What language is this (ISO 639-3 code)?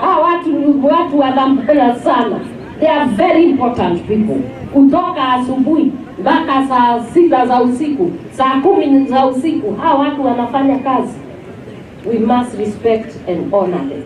guz